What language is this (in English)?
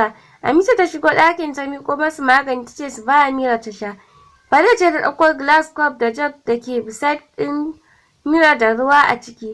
Hausa